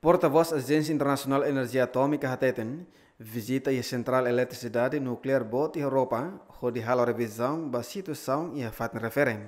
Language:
Tetum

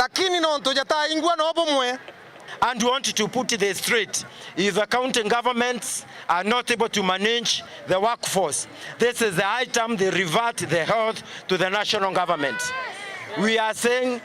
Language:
Meru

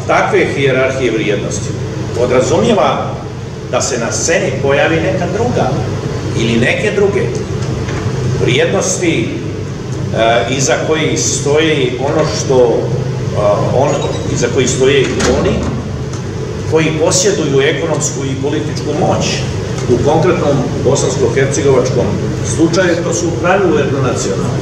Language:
Bosnian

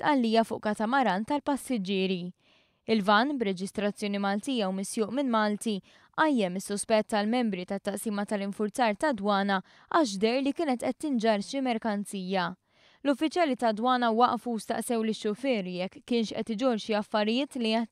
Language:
Maltese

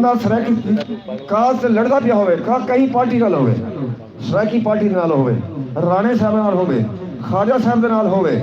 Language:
Saraiki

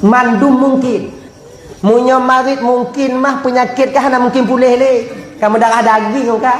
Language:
Achinese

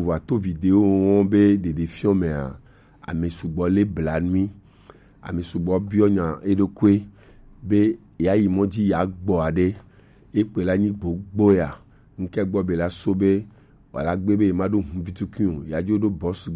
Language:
Gen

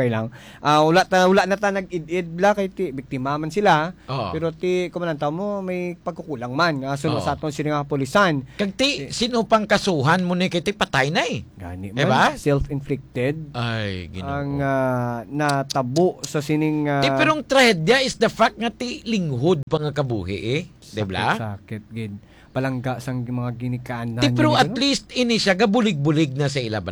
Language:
Hiligaynon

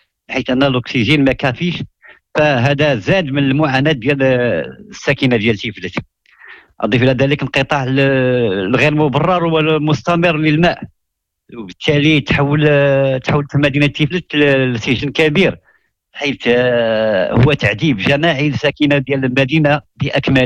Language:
Moroccan Arabic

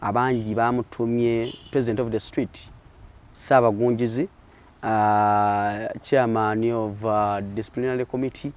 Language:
Ganda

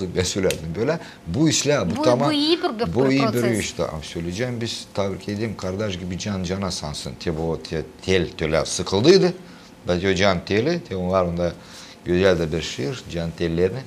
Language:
Gagauz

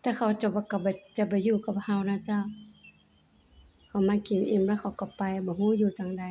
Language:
Lao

